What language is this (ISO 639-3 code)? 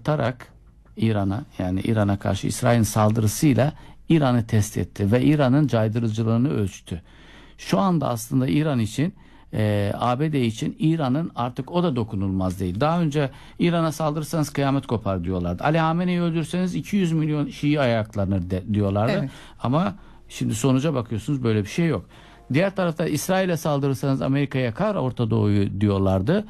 tur